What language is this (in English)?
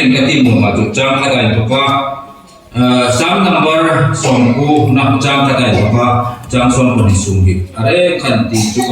Hmar